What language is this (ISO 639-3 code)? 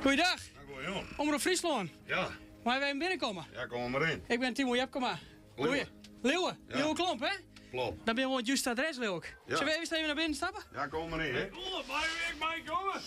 fry